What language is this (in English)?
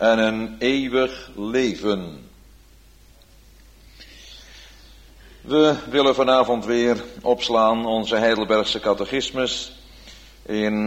Dutch